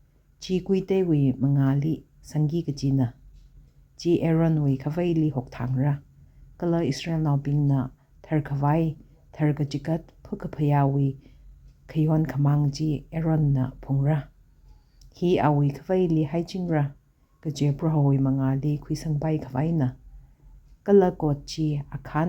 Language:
Tangkhul Naga (India)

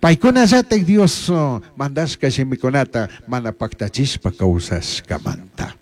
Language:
Chimborazo Highland Quichua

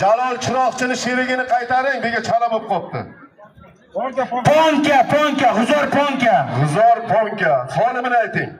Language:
Uzbek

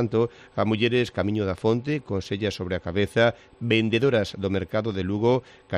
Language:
Galician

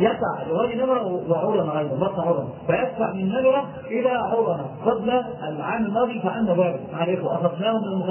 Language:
Arabic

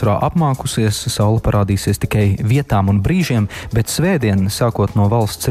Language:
Latvian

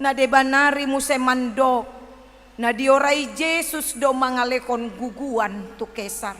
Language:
Batak Toba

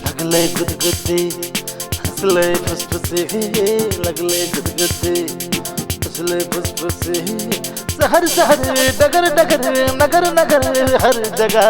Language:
Maithili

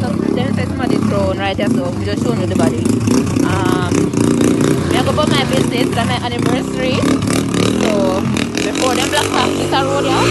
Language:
Jamaican Creole English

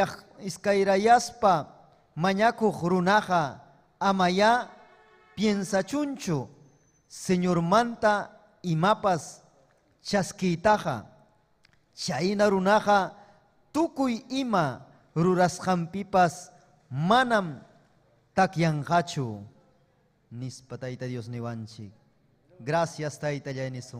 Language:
Ayacucho Quechua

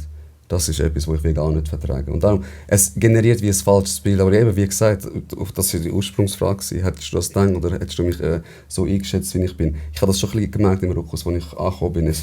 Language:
Swiss German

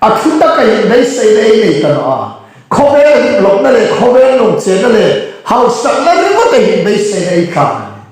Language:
Hmar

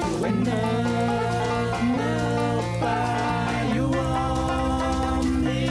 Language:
Kalaallisut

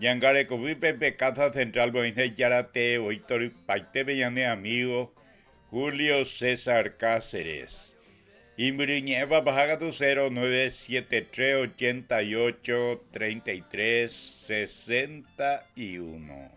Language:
Guarani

